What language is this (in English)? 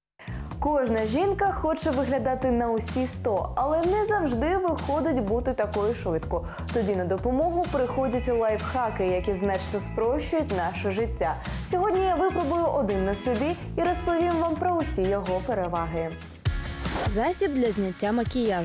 Ukrainian